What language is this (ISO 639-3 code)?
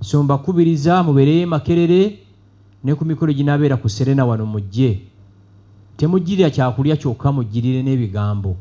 lug